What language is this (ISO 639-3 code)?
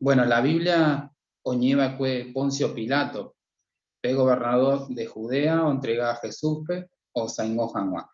grn